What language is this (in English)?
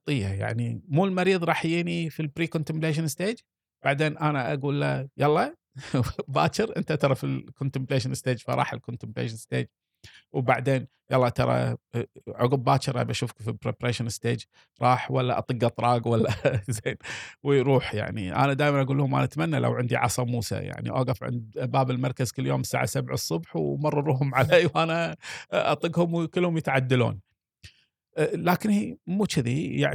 Gulf Arabic